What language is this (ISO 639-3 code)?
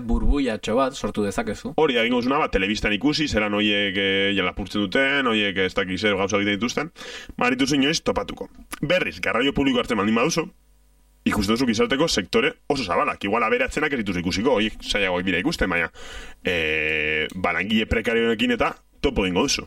eus